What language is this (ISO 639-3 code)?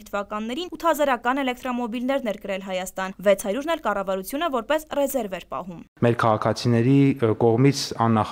hye